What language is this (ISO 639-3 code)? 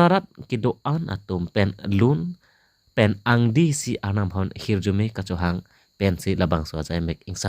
mjw